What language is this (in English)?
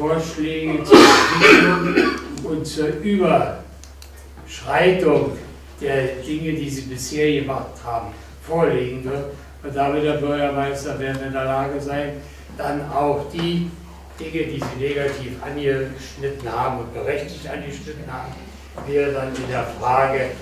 German